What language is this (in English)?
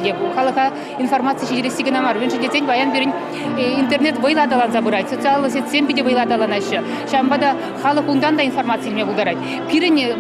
Chuvash